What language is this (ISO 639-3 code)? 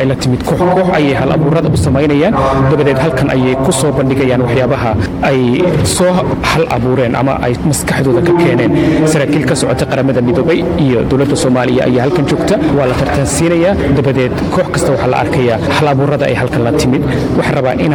som